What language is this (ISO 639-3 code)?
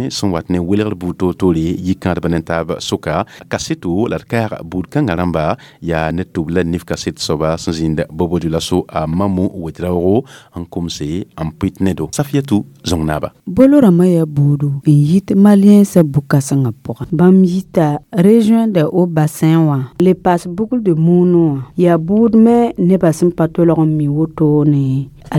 mos